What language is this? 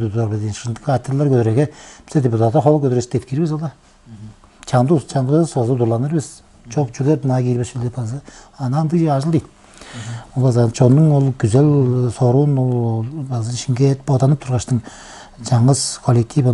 Tuvinian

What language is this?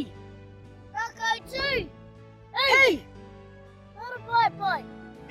Māori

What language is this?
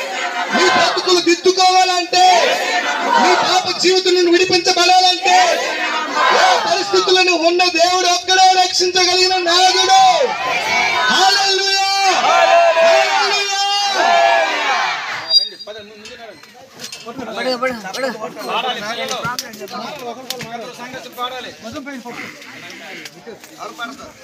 Telugu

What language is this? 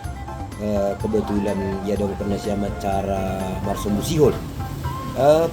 Batak Simalungun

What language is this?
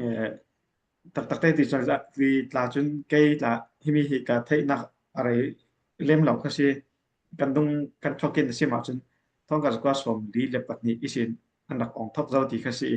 Falam Chin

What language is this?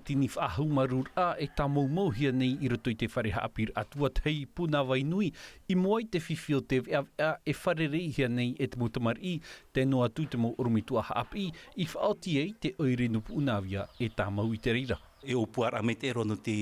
Tahitian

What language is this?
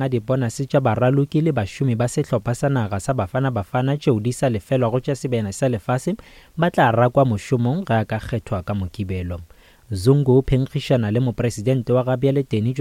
Northern Sotho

